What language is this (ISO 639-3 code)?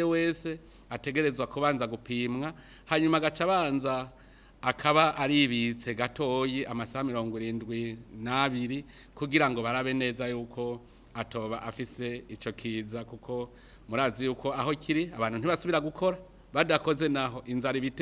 run